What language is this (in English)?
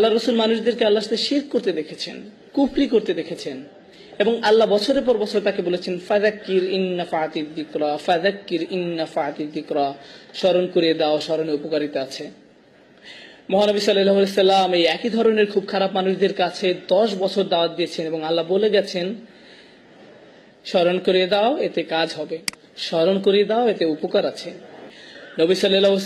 Bangla